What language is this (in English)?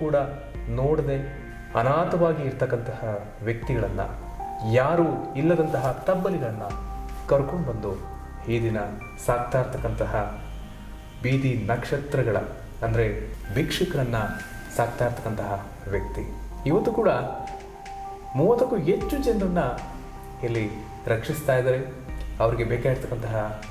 Kannada